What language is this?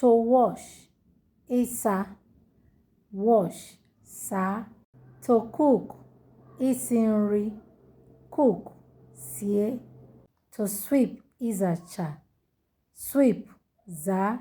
Igbo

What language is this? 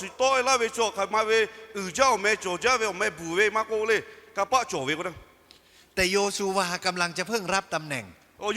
Lahu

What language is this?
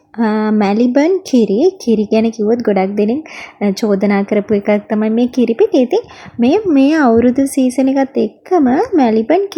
Sinhala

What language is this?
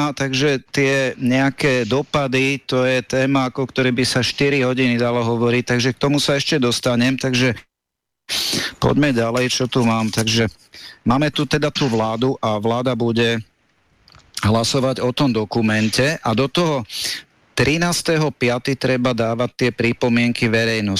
Slovak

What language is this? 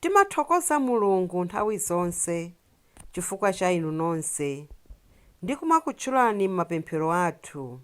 Nyanja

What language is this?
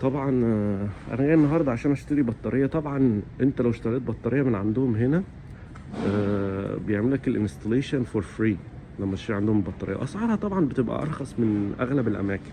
Egyptian Arabic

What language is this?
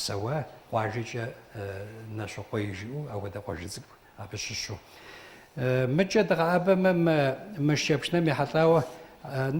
Kabardian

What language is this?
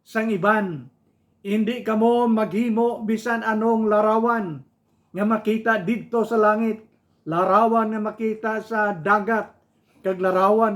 Hiligaynon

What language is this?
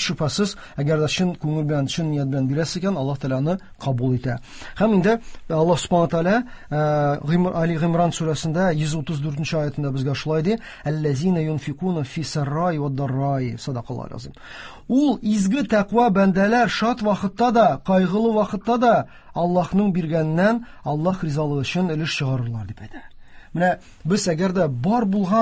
Tatar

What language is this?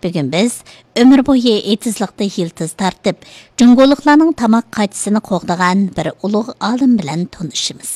Uyghur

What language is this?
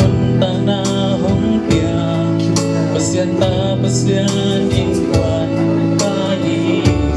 Tedim Chin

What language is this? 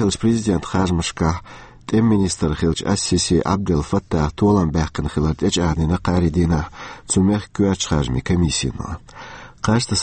Chechen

